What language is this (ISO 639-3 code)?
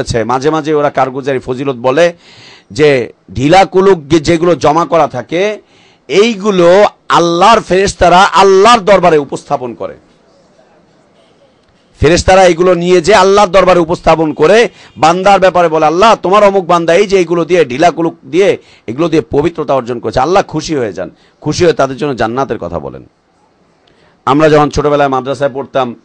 ben